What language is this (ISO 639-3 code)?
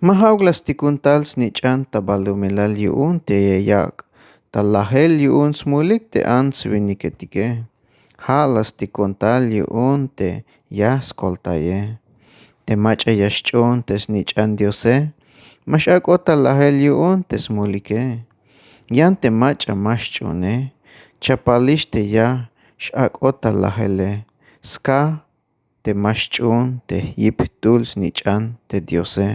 tzh